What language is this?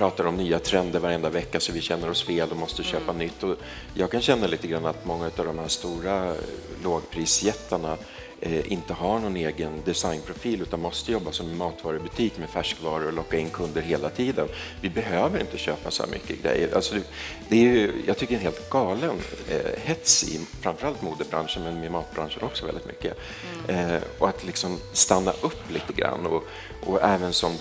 Swedish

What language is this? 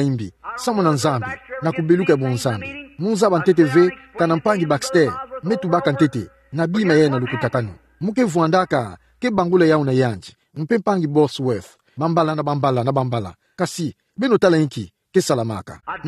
Kituba (Democratic Republic of Congo)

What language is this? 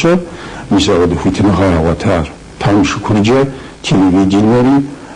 Kabardian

